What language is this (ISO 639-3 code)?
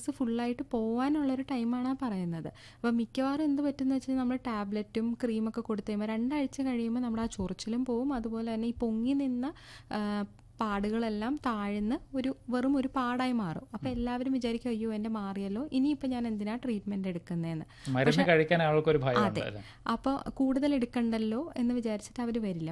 mal